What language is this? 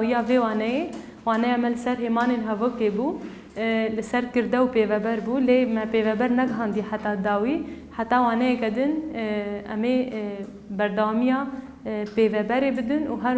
Kurdish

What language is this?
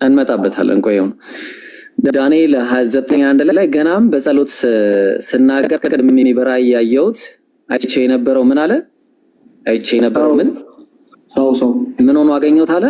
Amharic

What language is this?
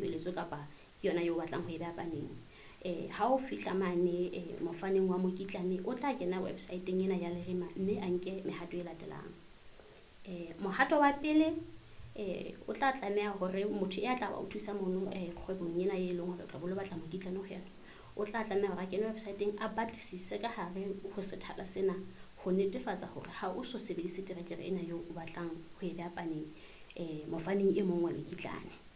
Southern Sotho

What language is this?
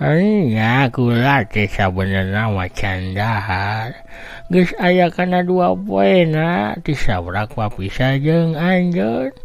Sundanese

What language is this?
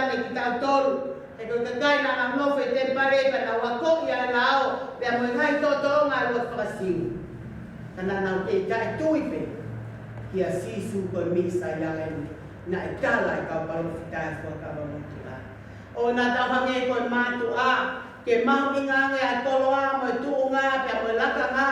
Tongan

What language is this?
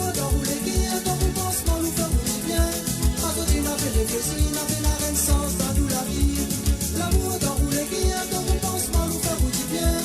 Morisyen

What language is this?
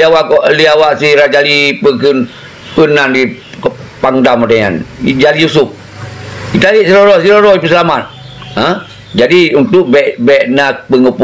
Achinese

